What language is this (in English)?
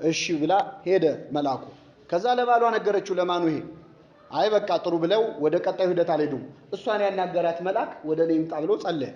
Amharic